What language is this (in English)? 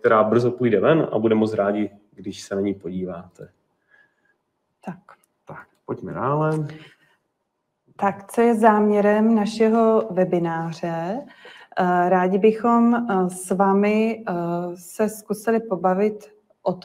Czech